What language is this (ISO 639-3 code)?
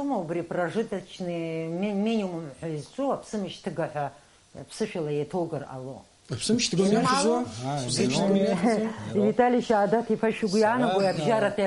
abk